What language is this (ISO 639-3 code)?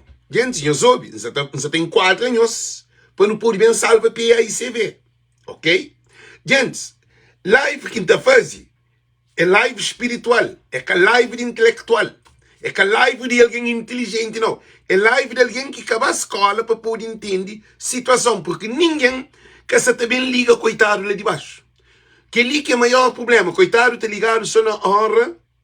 kea